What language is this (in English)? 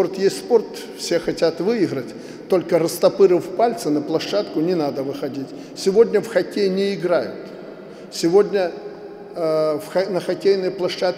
Russian